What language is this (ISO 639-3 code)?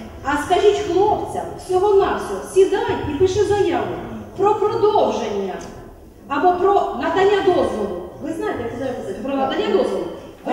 ukr